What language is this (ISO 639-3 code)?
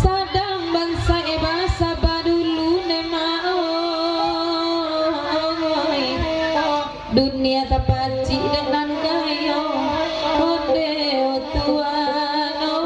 min